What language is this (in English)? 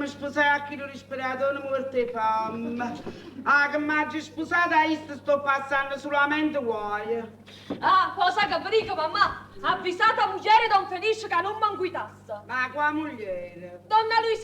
Neapolitan